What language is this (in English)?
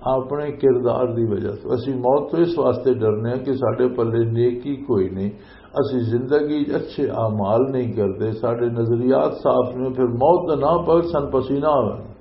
Western Panjabi